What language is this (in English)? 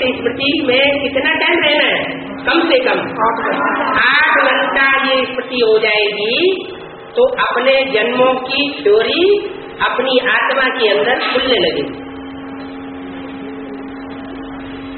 Hindi